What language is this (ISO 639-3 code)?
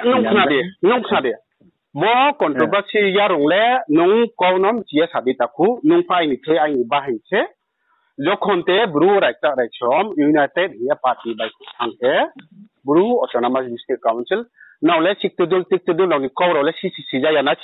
ria